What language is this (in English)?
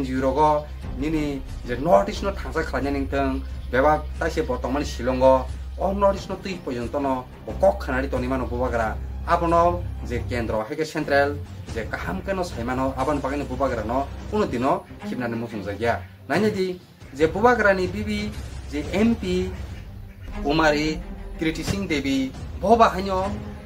Kok Borok